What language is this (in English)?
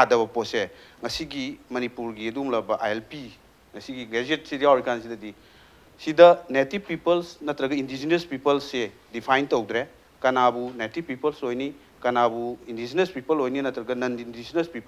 Manipuri